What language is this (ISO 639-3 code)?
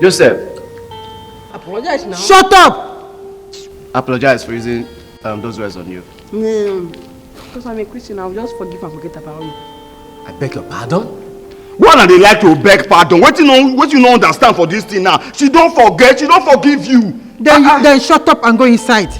pcm